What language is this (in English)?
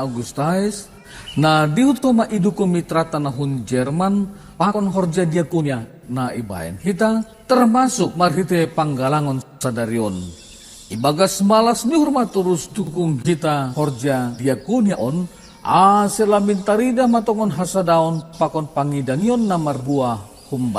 Batak Simalungun